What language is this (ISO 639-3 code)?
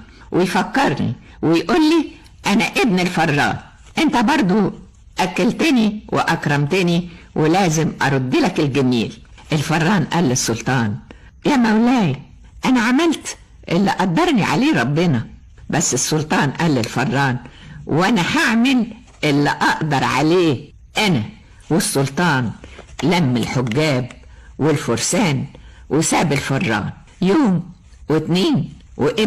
arz